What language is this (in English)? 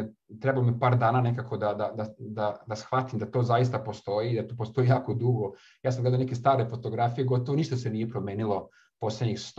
Serbian